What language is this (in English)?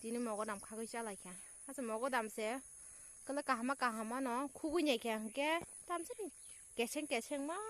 Kok Borok